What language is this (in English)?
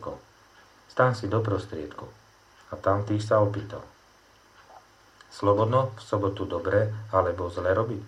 Slovak